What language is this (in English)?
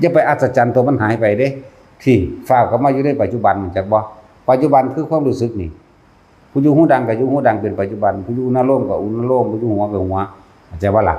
Northeastern Thai